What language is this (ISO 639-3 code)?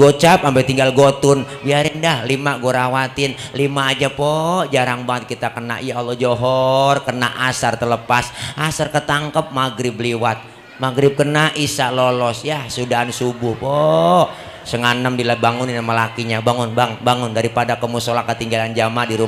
bew